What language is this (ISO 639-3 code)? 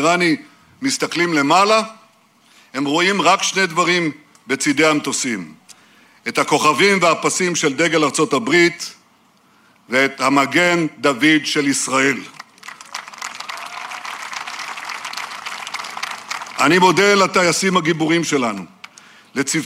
heb